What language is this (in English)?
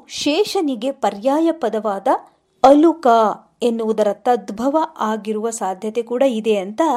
Kannada